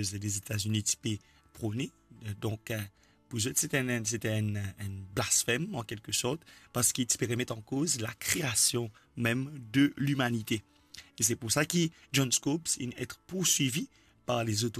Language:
Morisyen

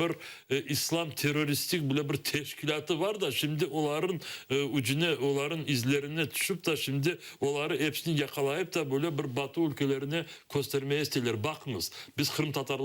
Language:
Crimean Tatar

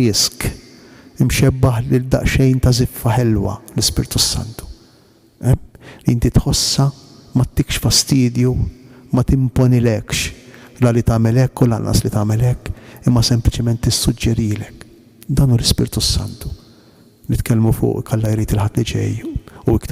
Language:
Maltese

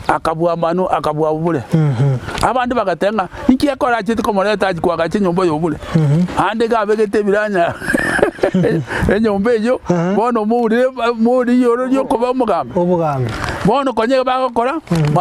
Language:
Gusii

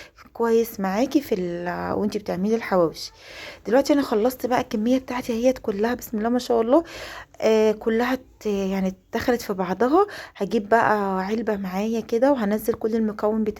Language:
Egyptian Arabic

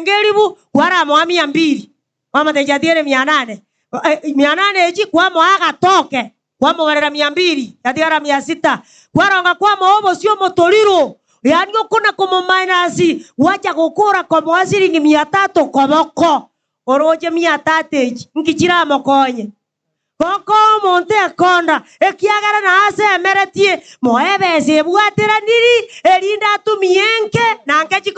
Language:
Gusii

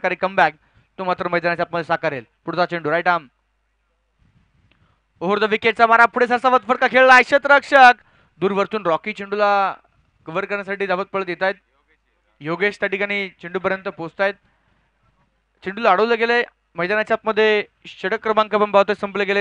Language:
Marathi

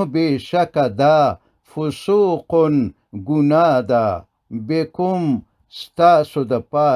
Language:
Pashto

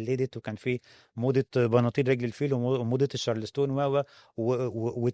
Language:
Egyptian Arabic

